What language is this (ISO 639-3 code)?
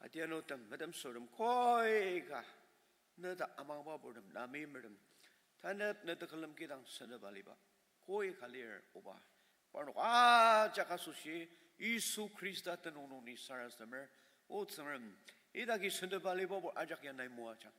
njo